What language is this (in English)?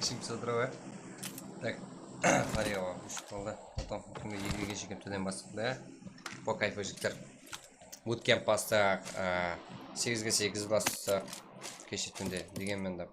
Kara-Kalpak